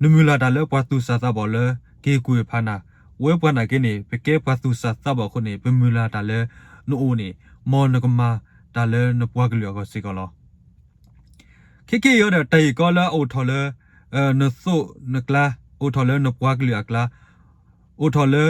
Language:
S'gaw Karen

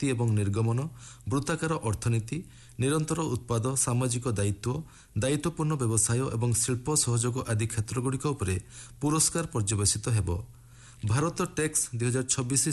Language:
Odia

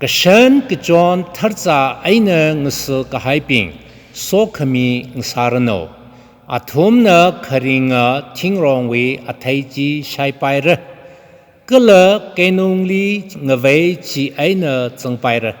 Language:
Tangkhul Naga (India)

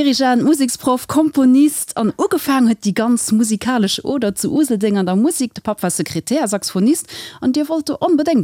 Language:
Luxembourgish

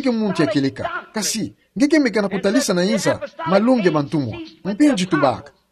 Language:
Kituba (Democratic Republic of Congo)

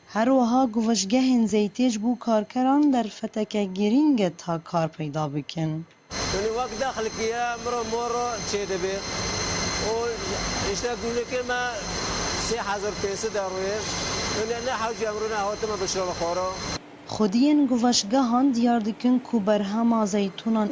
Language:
Kurdish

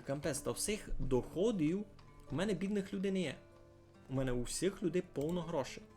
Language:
Rusyn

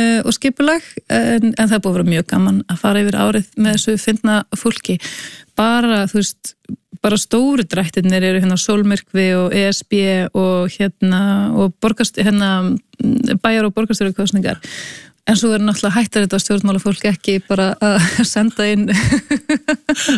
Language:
Icelandic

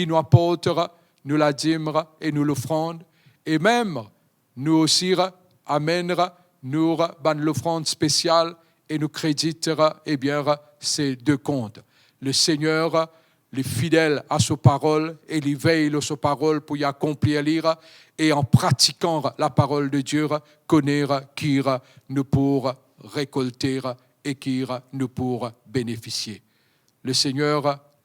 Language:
Morisyen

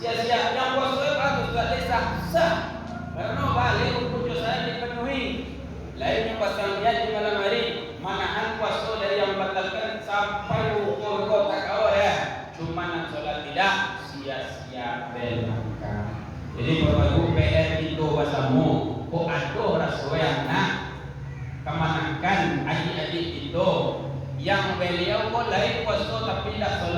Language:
Minangkabau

